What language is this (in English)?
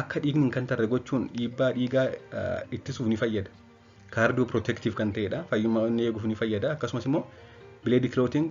Oromo